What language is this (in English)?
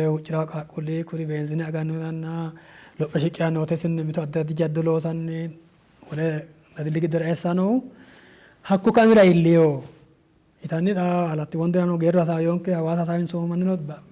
Sidamo